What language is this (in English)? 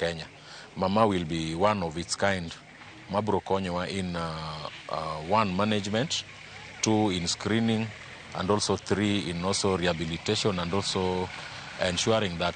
Luo (Kenya and Tanzania)